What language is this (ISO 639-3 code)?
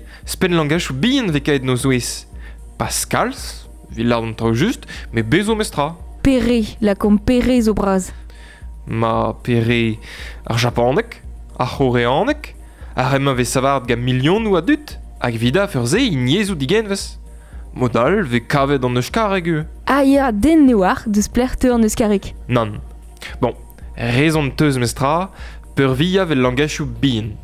bre